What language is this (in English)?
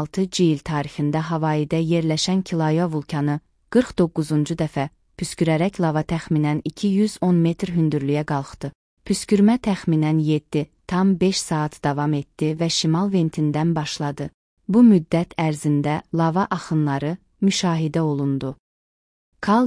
Azerbaijani